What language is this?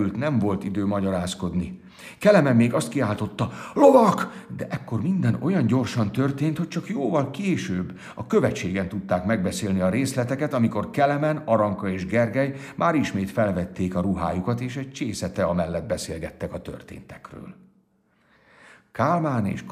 Hungarian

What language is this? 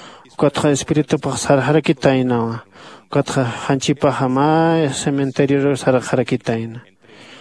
Aymara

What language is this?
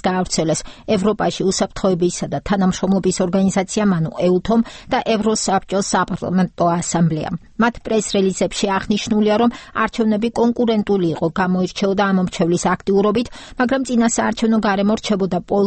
Georgian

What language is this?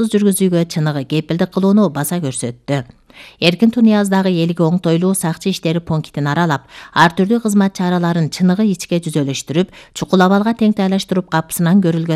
Kyrgyz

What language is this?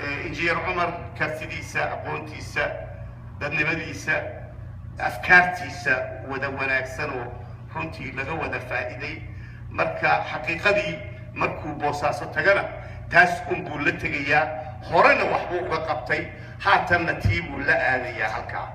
Somali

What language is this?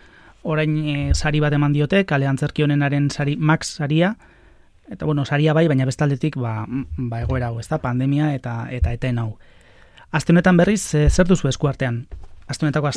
Basque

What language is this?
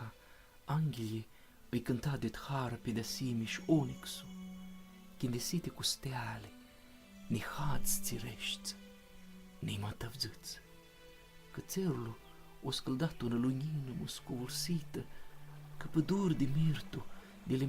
Aromanian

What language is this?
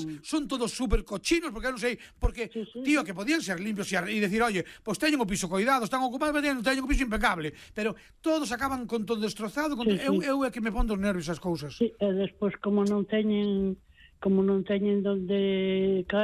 Galician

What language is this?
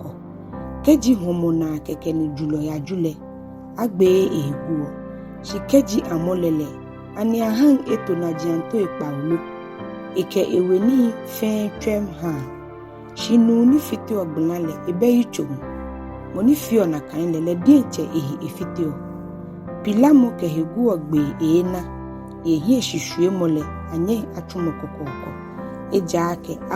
Ga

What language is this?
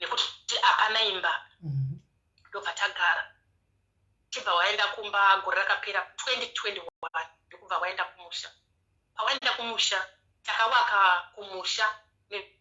Shona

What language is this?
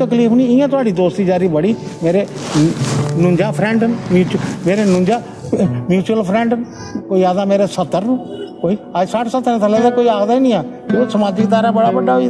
Dogri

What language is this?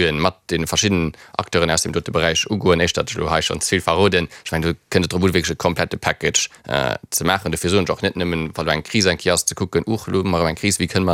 Luxembourgish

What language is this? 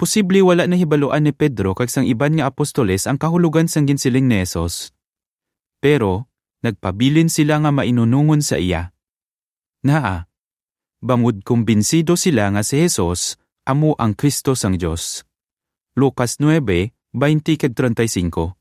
Hiligaynon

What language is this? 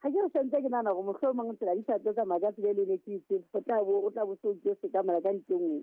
Southern Sotho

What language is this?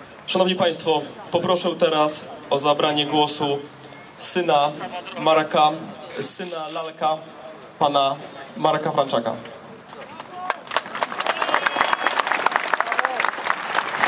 Polish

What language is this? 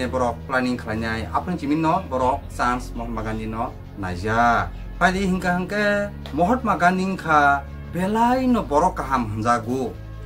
Kok Borok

